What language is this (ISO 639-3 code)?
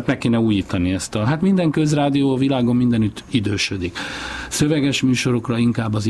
hun